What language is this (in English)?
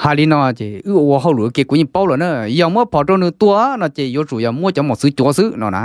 Hmong